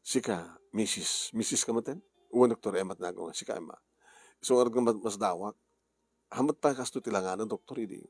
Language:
Iloko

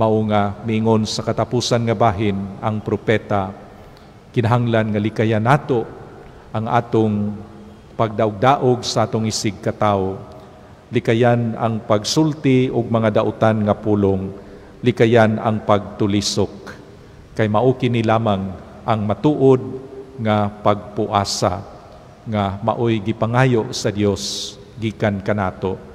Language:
Cebuano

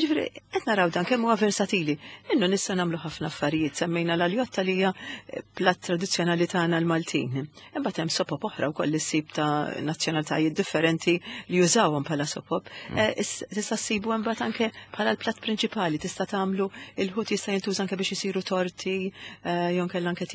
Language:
Maltese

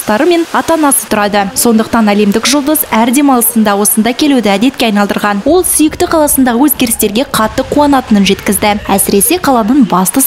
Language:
Kazakh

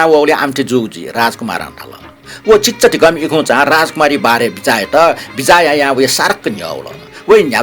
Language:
Newari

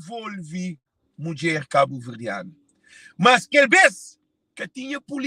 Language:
Kabuverdianu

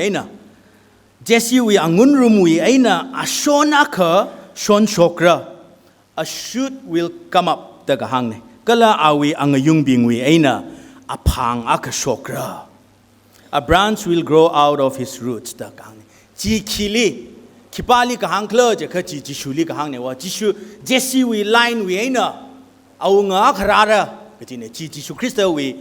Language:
Tangkhul Naga (India)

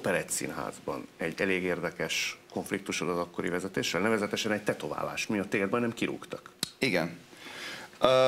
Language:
Hungarian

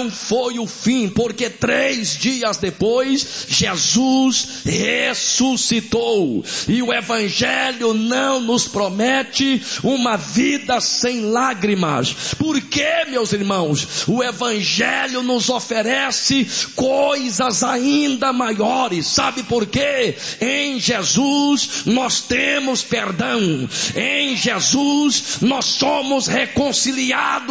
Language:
Portuguese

